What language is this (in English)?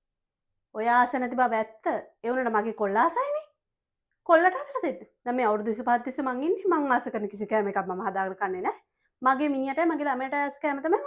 Sinhala